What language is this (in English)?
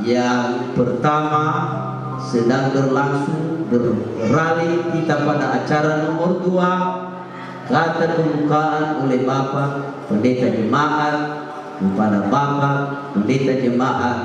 Nias